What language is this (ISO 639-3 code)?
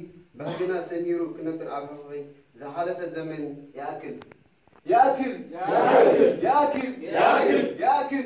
tir